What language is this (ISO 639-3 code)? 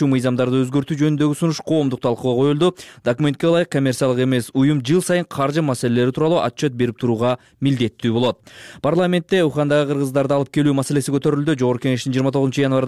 kir